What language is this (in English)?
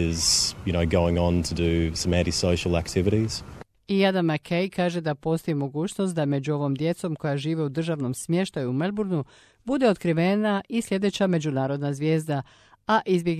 Croatian